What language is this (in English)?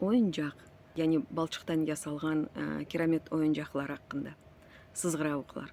Crimean Tatar